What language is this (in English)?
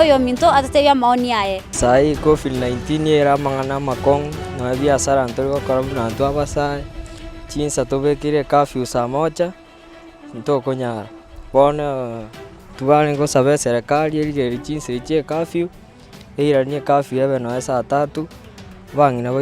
Gusii